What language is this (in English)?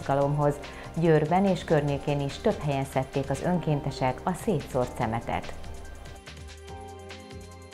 Hungarian